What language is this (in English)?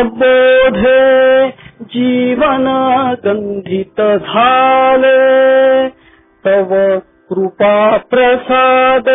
Marathi